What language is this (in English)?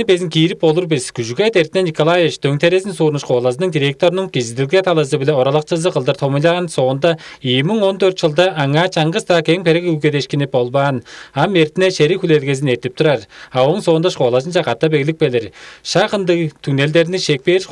Tuvinian